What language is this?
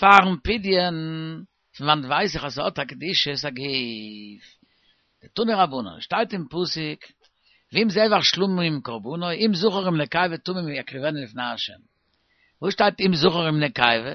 Yiddish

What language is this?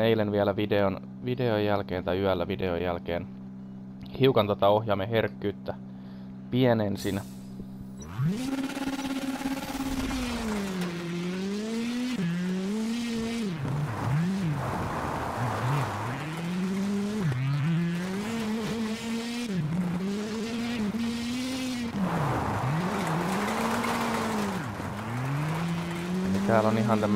Finnish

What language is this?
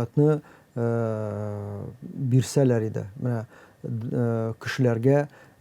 Tatar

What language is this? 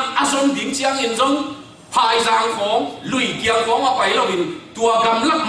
Tedim Chin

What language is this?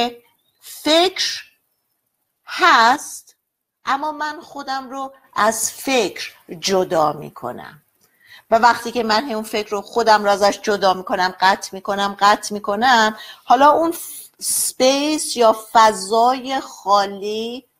Persian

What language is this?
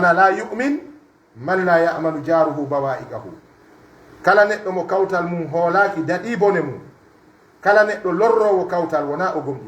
Pular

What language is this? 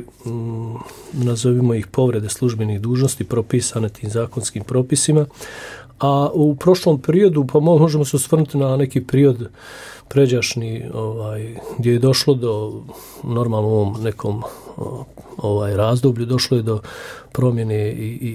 Bosnian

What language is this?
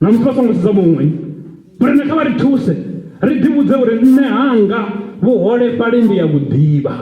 Venda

